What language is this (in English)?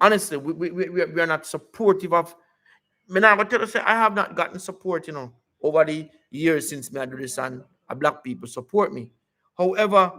Jamaican Creole English